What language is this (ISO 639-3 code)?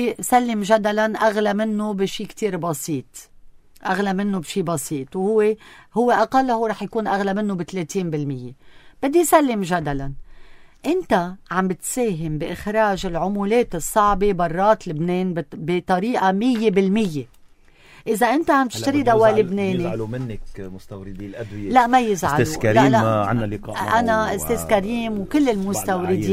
apc